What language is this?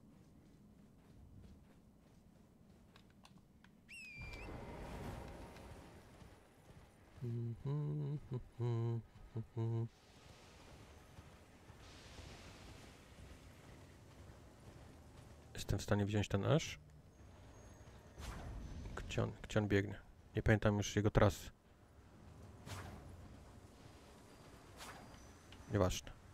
Polish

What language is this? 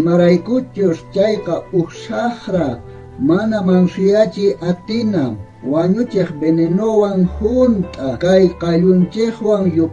South Bolivian Quechua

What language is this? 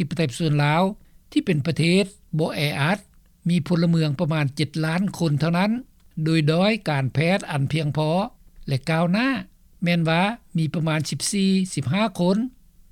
Lao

